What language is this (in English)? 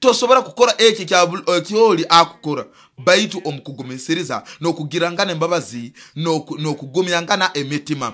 Nyoro